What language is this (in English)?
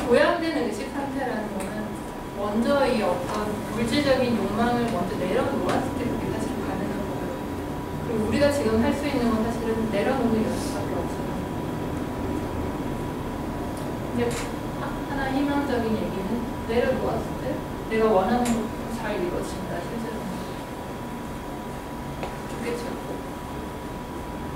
Korean